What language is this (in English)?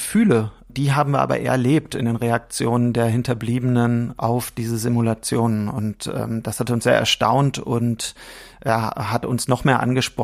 German